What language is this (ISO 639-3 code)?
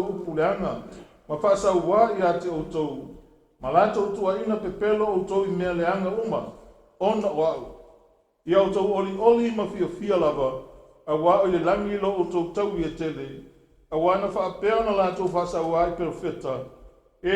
smo